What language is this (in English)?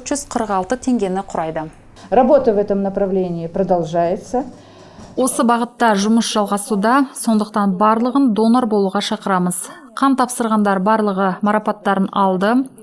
Kazakh